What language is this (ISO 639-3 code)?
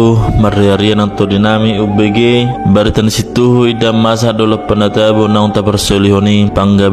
bbc